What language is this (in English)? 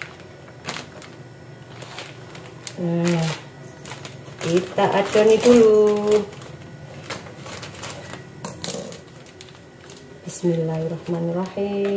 Indonesian